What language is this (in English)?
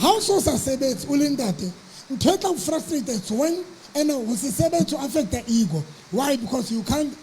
Southern Sotho